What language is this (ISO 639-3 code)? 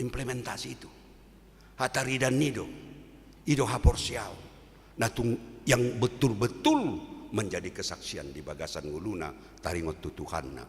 bbc